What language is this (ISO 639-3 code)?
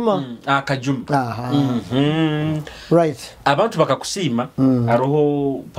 nyo